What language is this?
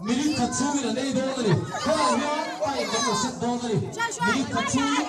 Mizo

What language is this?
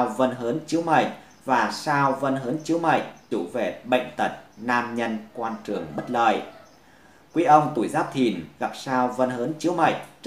Vietnamese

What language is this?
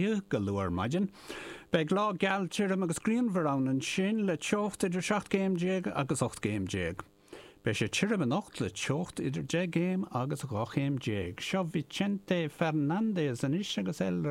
Irish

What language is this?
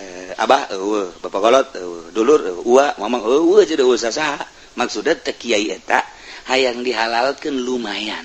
Sundanese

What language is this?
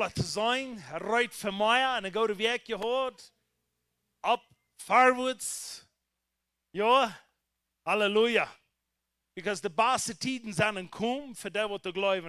Plautdietsch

